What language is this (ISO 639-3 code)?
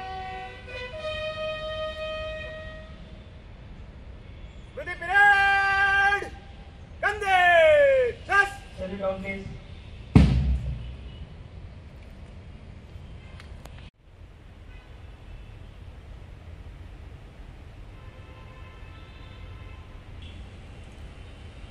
tel